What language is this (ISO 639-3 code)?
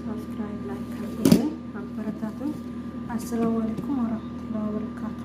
amh